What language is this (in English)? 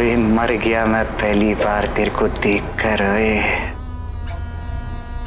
Hindi